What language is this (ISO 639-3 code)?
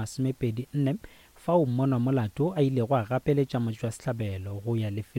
nso